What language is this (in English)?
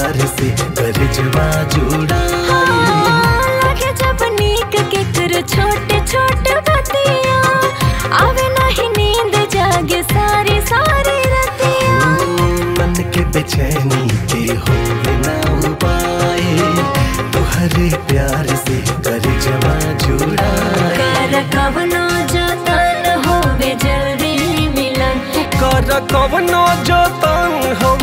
Bhojpuri